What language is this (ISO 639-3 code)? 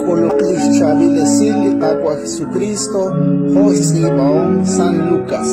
kek